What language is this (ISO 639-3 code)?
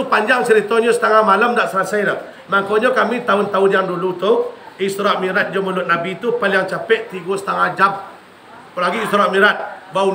min